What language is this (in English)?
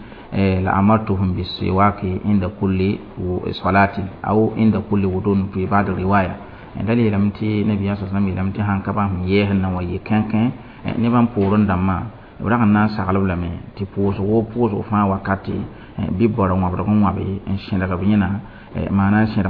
Mossi